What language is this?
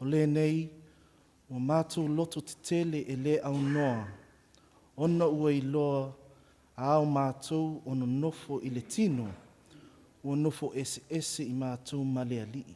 Samoan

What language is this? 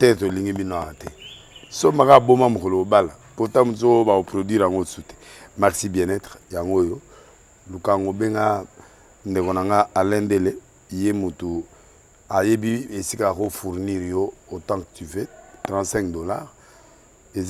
Lingala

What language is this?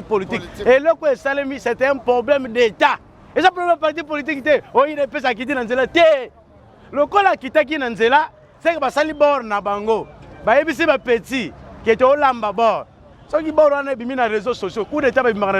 Lingala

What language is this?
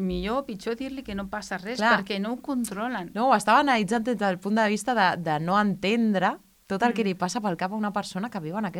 Catalan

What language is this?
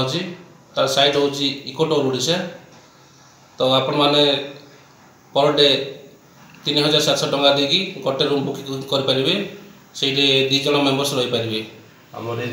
Odia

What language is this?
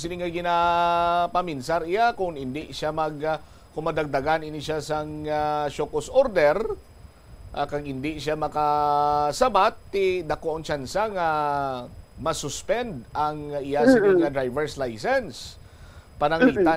Hiligaynon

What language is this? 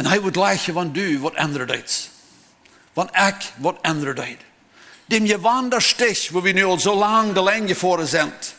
Plautdietsch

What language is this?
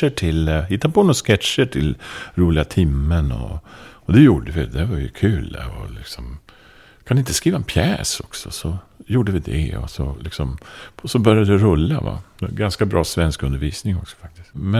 Swedish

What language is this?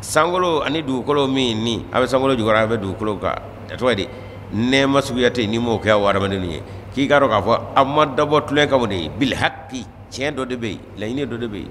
Bambara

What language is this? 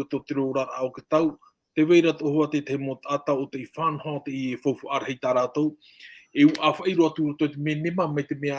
Tahitian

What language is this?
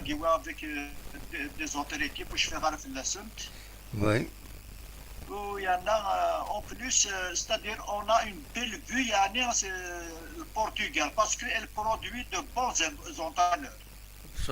Kabyle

